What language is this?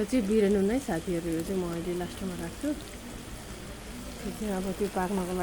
Nepali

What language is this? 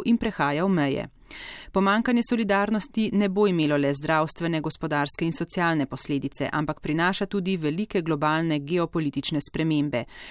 Slovenian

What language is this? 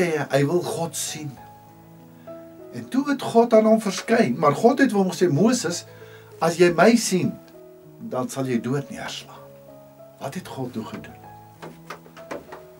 Afrikaans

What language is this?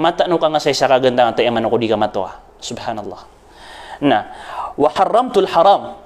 Maranao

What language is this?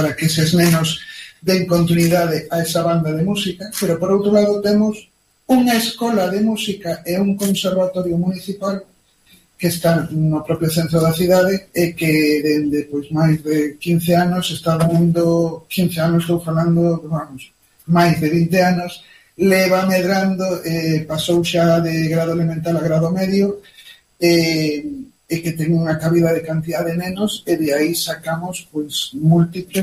Galician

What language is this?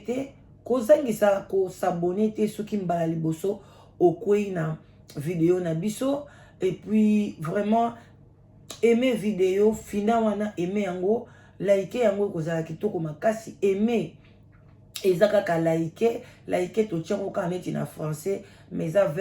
Lingala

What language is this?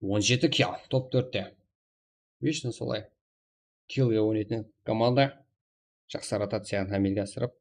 Kara-Kalpak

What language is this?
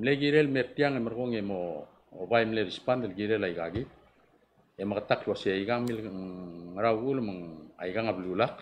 Palauan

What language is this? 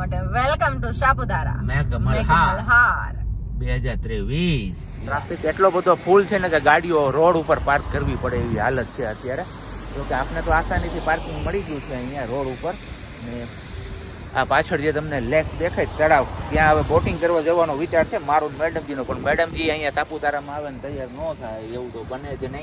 Gujarati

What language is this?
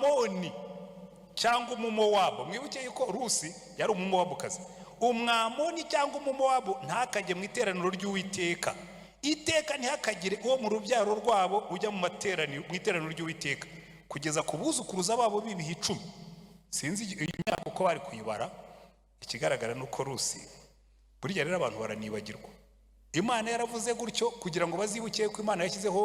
Kinyarwanda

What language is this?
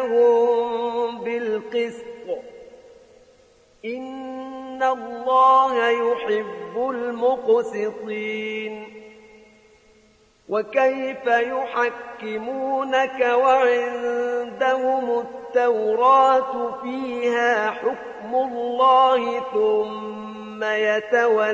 Arabic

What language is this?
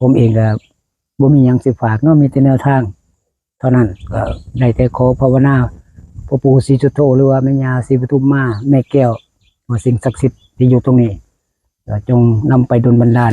Northeastern Thai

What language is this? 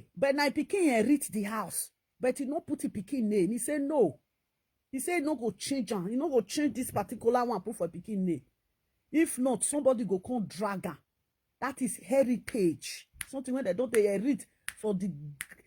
Nigerian Pidgin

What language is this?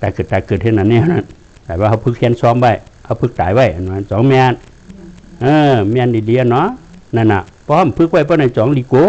Shan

